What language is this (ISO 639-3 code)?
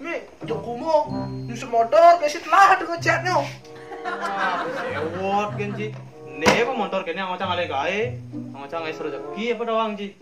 ban